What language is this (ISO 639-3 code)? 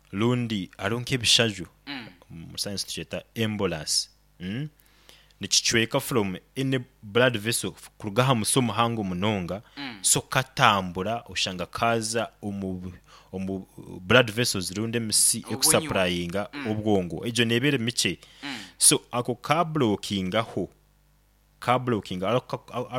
nyo